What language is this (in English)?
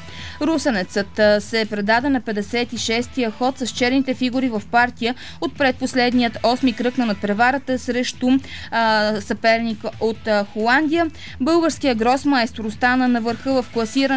Bulgarian